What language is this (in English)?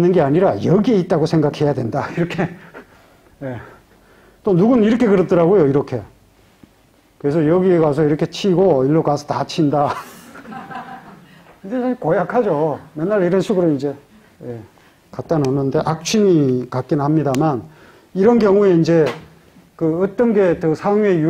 Korean